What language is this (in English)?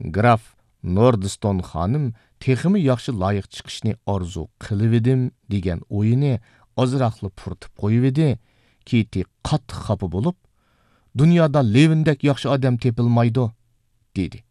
Uyghur